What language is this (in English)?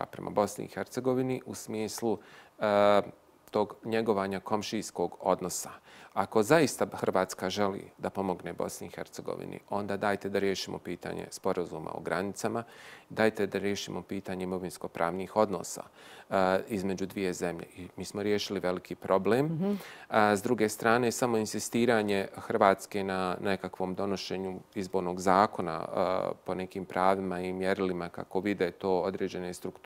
Bosnian